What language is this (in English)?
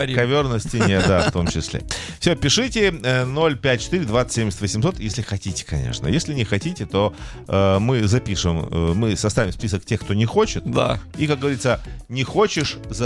Russian